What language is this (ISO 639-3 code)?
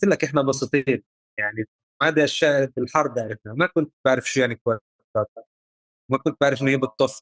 apc